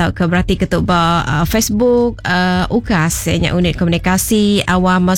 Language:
Iban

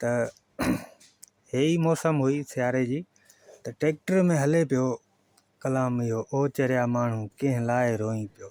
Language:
Sindhi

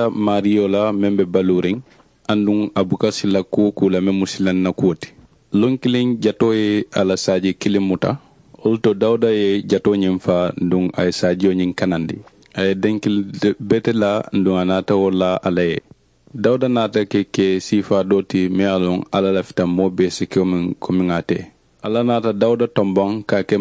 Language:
Mandingo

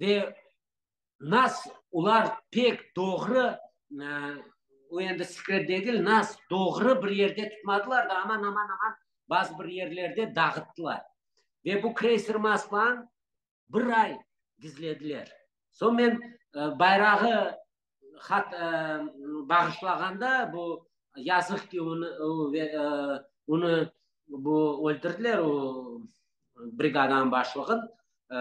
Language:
Crimean Tatar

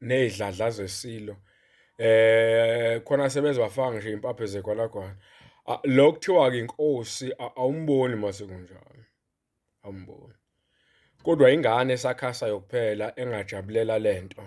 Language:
Zulu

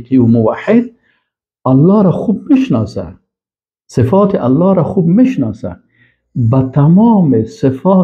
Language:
Persian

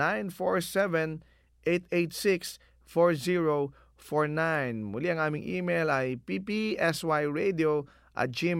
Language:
Filipino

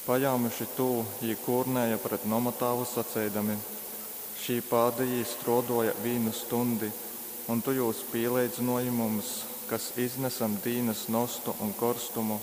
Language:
Latgalian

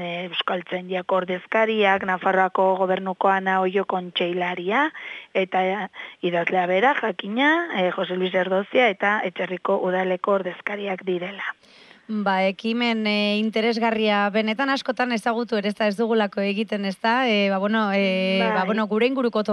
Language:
Basque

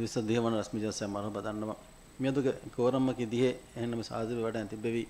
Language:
Divehi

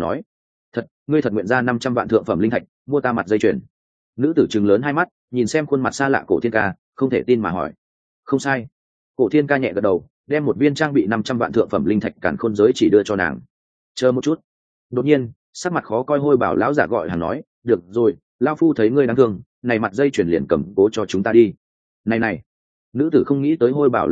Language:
Vietnamese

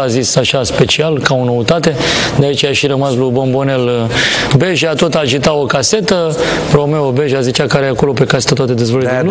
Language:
Romanian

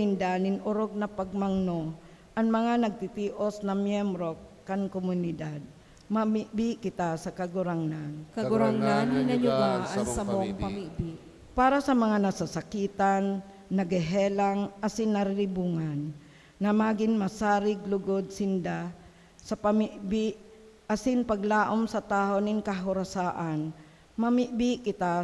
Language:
Bikol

